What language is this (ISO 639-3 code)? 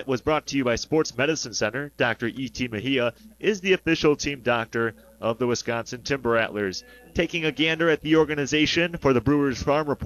eng